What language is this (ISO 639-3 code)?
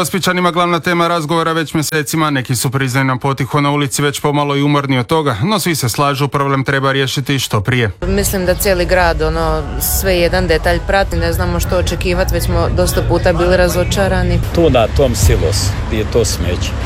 hrv